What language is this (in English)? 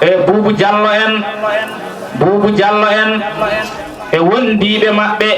Fula